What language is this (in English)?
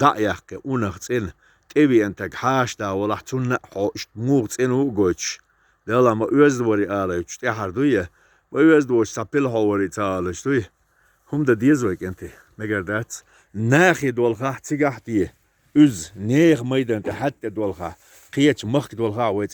Chechen